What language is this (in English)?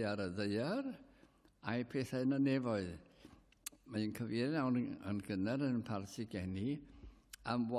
Welsh